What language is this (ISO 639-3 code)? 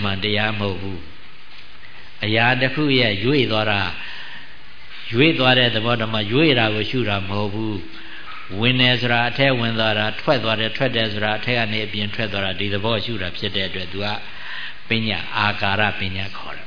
mya